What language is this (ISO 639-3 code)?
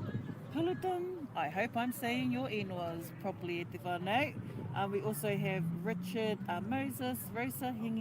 mri